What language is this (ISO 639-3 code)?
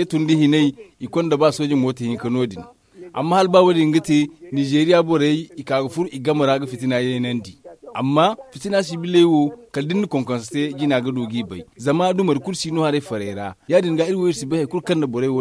dje